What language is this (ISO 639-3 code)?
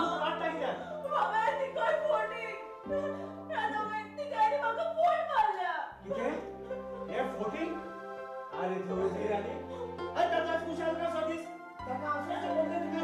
kok